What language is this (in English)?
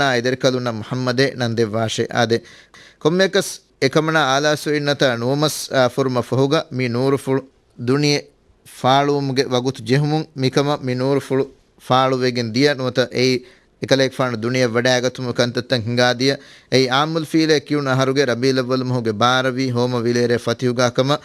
Divehi